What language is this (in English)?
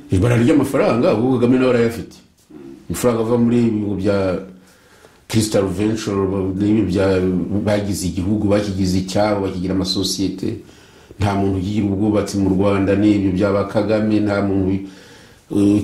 Kinyarwanda